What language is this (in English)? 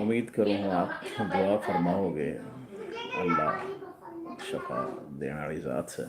Haryanvi